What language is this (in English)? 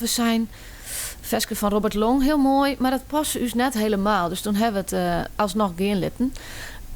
Western Frisian